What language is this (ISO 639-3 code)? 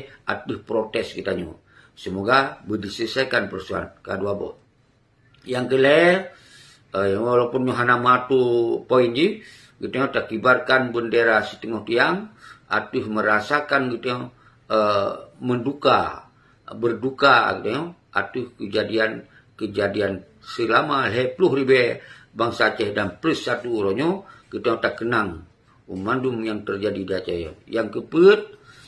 ace